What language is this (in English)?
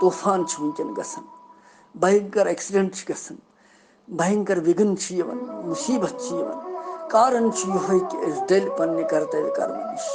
Kashmiri